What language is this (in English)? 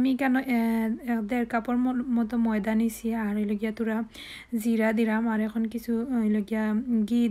Sylheti